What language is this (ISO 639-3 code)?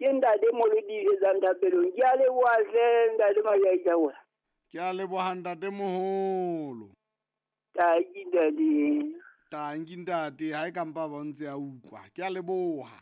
sot